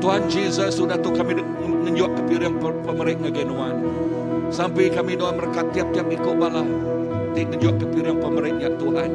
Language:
Iban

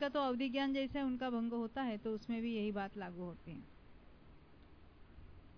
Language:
Hindi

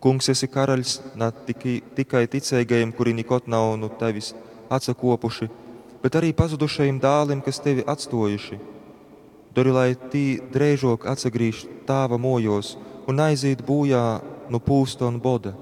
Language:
Latgalian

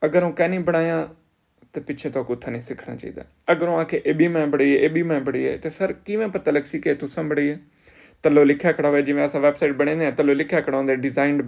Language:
Saraiki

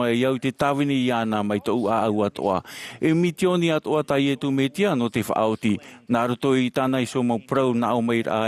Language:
Tahitian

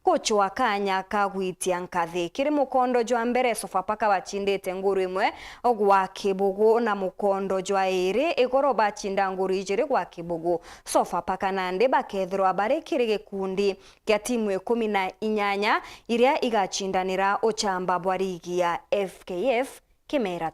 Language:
Meru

